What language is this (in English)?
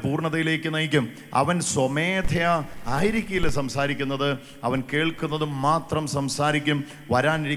Malayalam